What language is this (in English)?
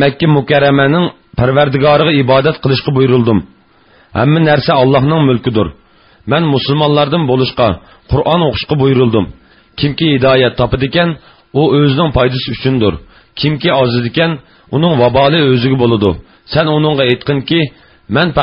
Uyghur